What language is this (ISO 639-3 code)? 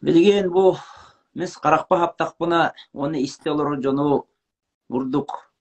sah